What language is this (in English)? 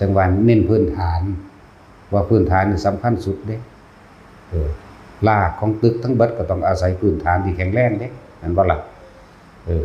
Northeastern Thai